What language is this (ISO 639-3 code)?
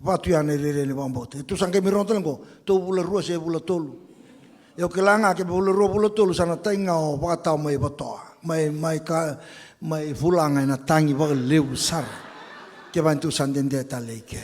fij